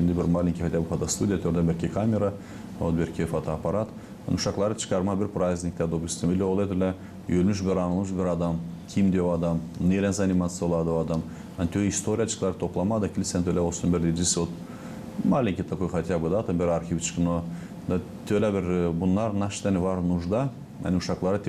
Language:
Gagauz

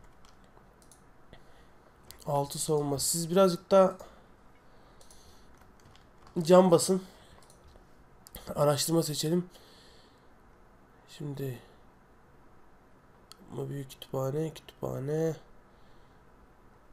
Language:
Turkish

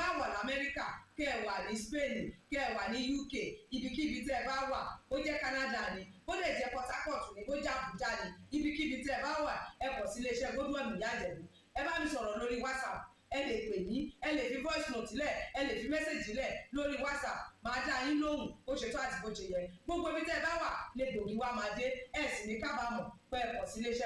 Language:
Yoruba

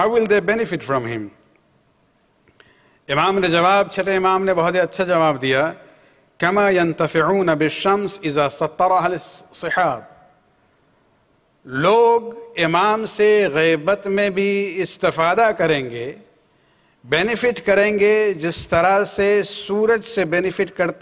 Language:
Urdu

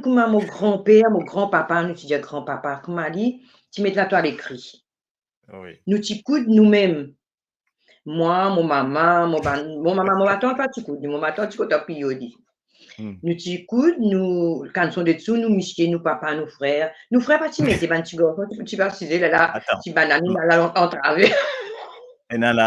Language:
Morisyen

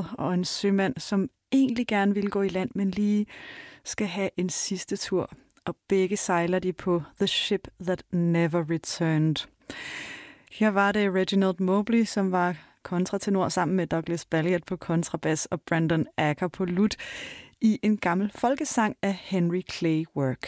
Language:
Danish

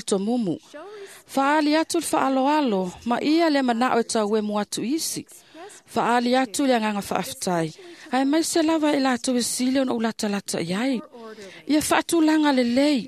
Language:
Samoan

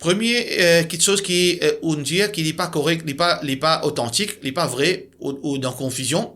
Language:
Morisyen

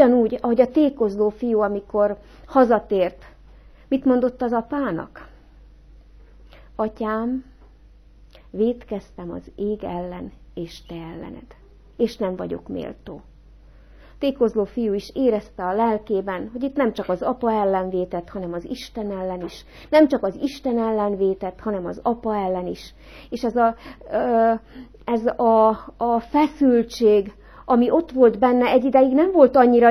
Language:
Hungarian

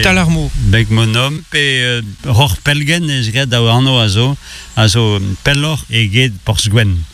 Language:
Breton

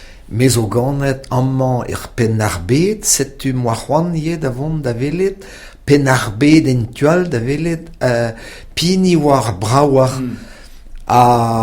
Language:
Breton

